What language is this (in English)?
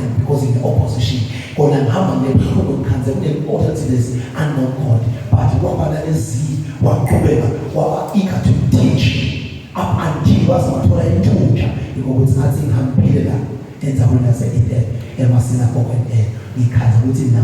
Zulu